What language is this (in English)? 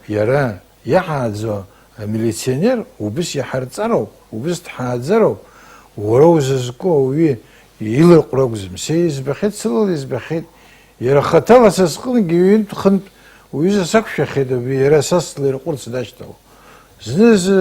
Abkhazian